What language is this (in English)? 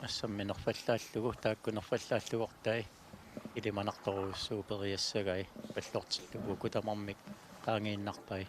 Kalaallisut